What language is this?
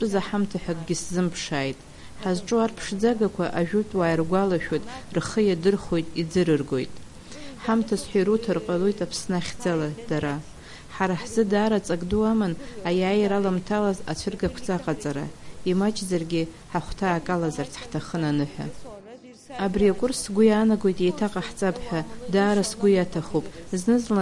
Abkhazian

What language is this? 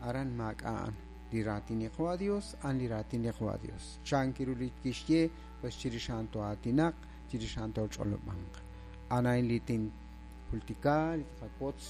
Kekchí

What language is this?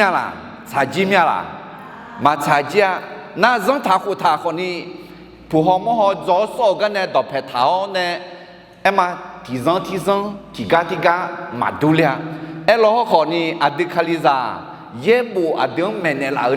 Akha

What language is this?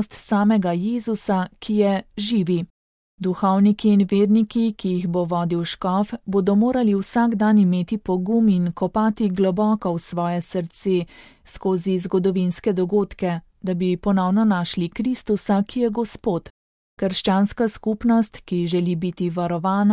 Slovenian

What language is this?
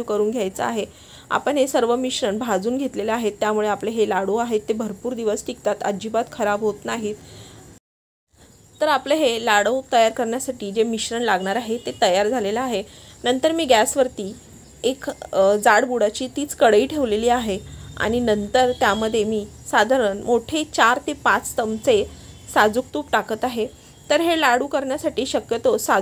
Marathi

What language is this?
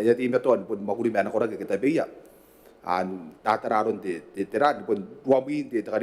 Gilbertese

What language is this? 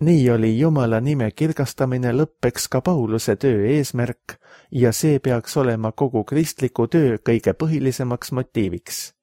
Estonian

